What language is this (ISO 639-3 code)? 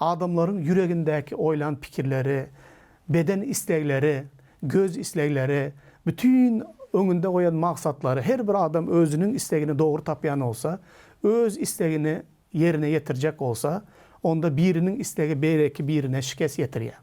tuk